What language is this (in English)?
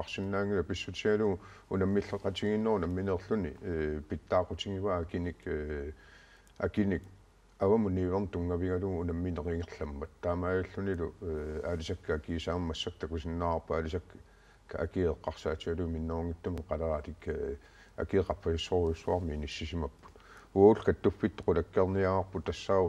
Kalaallisut